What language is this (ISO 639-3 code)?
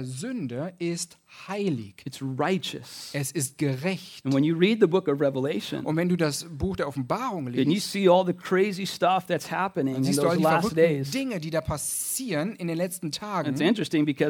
deu